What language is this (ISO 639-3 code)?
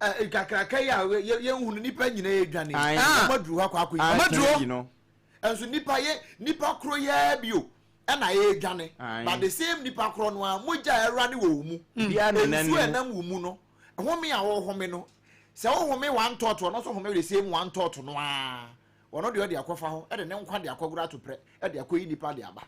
aka